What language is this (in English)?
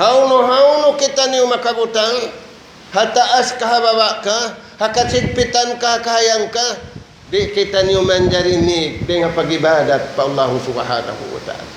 Tausug